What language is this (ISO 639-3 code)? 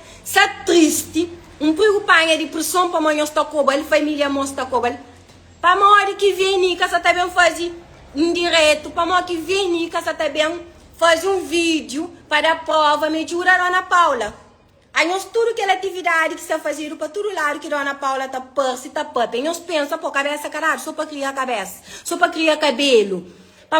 kea